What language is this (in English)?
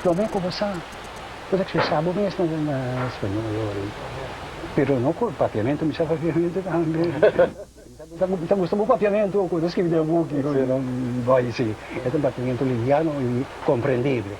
Papiamento